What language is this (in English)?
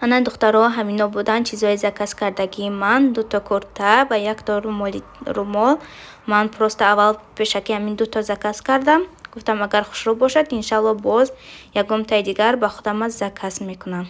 Tajik